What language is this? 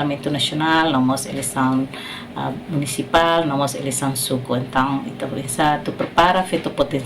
Tetum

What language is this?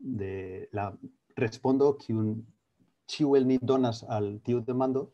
Esperanto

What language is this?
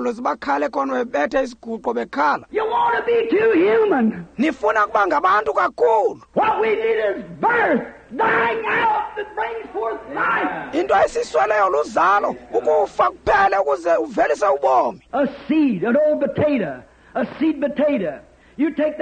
Xhosa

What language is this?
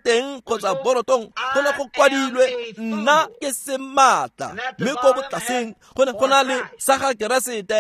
Tswana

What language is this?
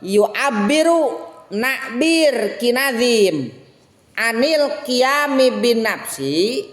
Sundanese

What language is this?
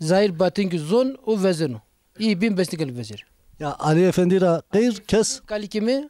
Zaza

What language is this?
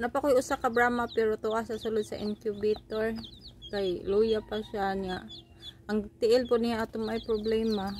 Cebuano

